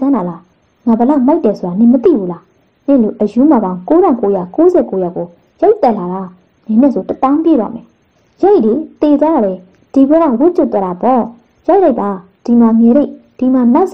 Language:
Burmese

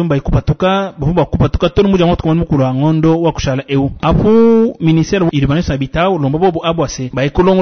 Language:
Luba-Lulua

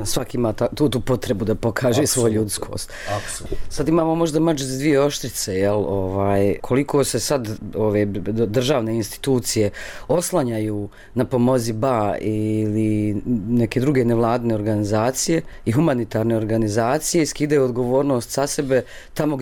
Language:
Bosnian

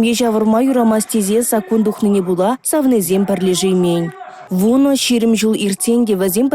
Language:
Chuvash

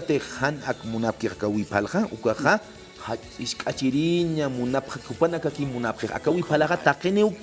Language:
Aymara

